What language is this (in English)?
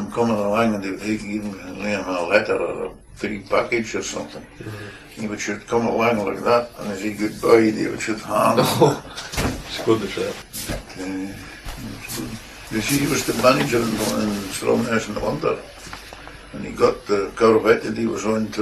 Scots